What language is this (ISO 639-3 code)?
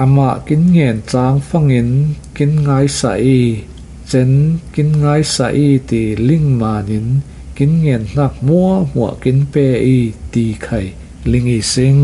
cfm